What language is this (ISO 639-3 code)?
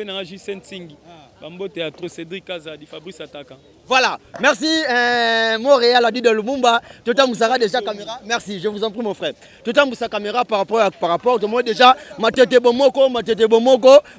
lin